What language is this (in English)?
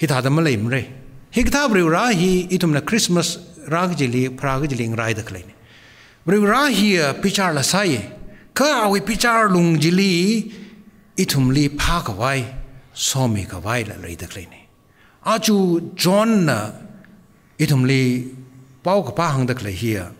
Tangkhul Naga (India)